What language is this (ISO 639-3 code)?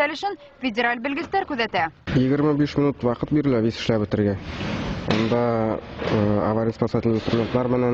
bak